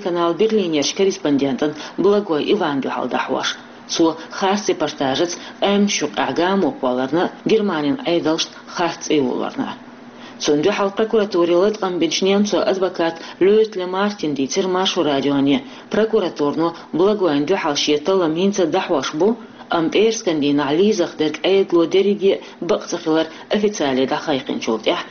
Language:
Chechen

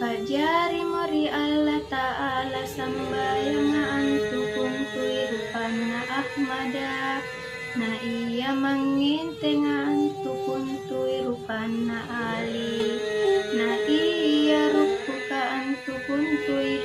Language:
Makasar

